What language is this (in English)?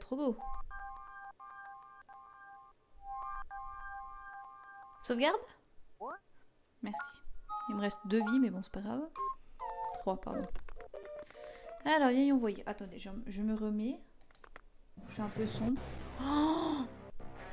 French